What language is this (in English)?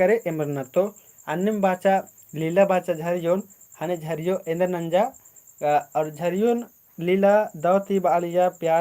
Kurukh